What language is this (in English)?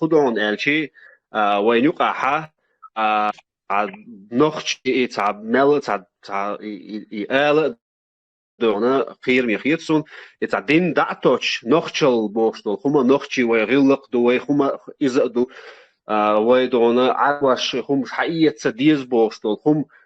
Chechen